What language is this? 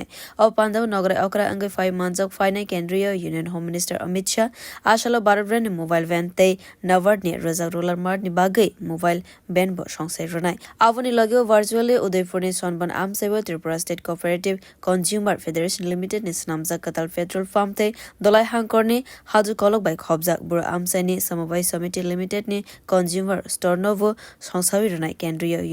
Kok Borok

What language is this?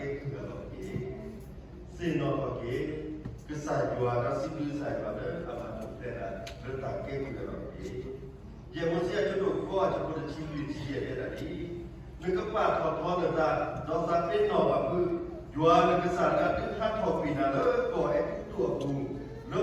S'gaw Karen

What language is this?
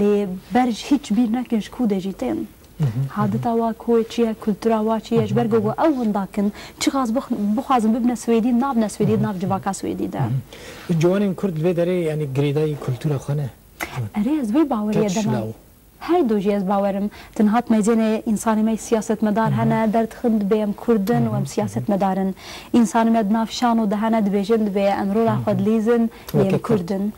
Kurdish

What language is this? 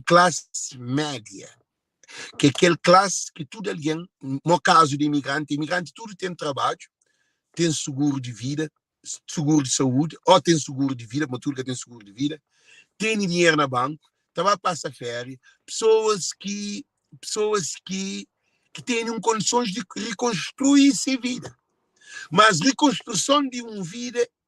Kabuverdianu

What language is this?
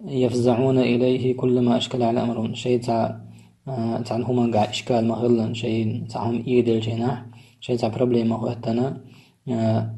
Chechen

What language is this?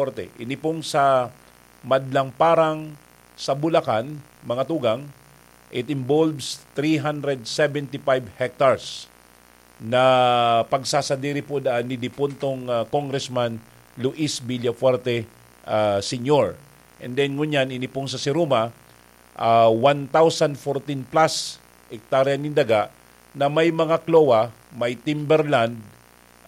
Bikol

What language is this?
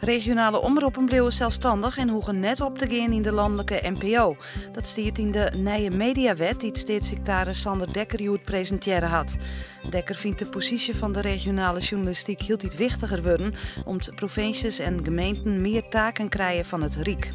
Western Frisian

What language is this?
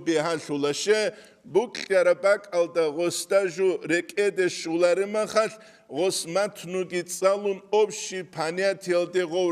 Avaric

